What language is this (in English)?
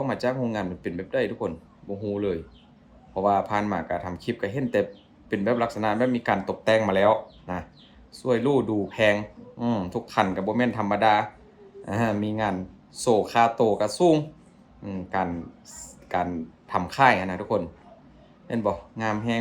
Lao